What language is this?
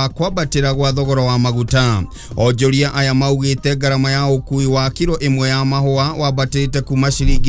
Kikuyu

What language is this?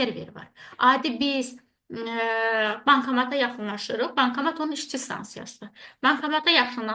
Azerbaijani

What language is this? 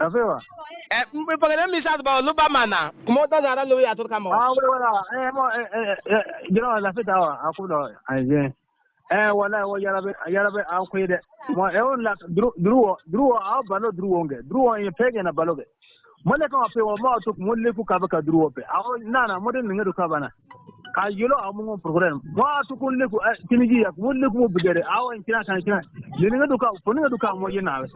Bissa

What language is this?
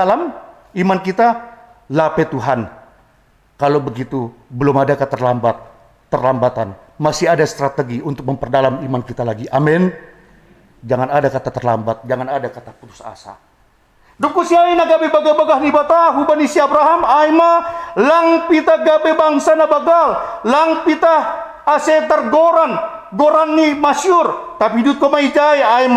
Batak Simalungun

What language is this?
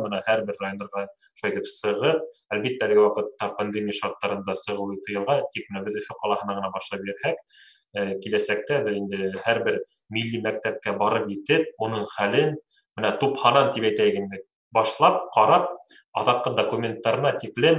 Bashkir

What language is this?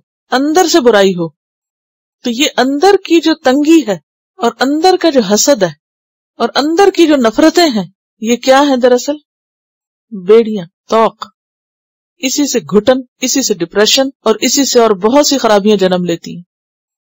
Urdu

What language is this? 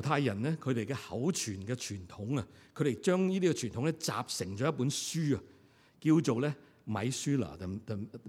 Cantonese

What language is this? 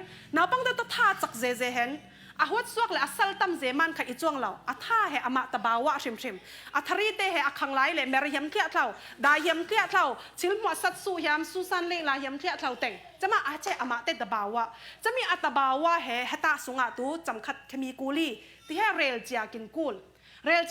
Falam Chin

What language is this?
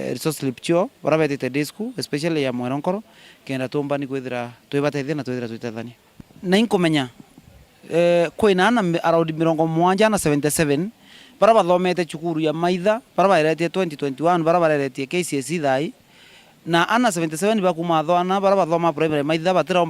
Meru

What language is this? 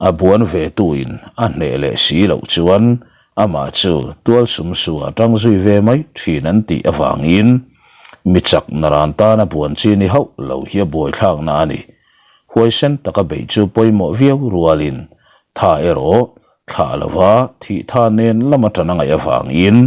Mizo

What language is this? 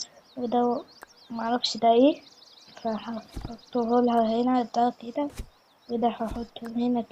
Egyptian Arabic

